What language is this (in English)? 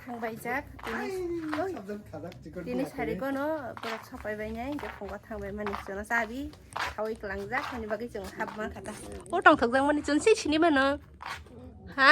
Kok Borok